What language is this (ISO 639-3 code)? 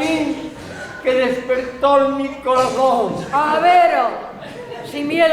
ast